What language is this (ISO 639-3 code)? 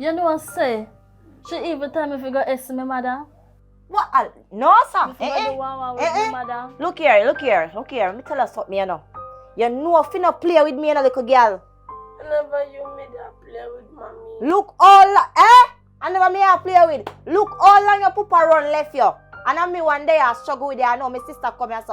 jam